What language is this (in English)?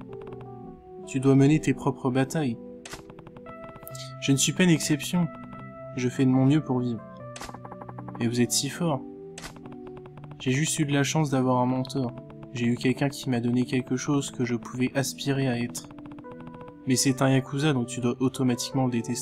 French